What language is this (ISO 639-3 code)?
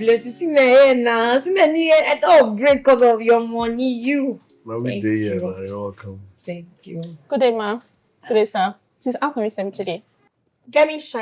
pcm